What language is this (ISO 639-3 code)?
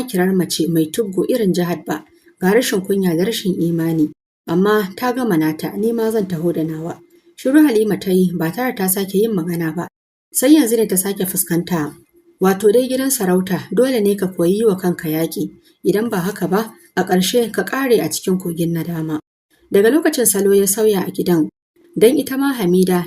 hau